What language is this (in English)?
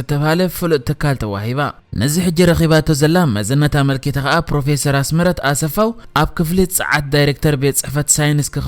Tigrinya